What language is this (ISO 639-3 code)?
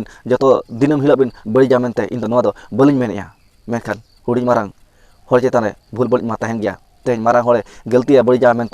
sat